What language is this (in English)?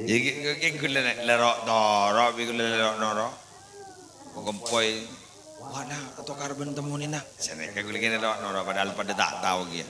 Madurese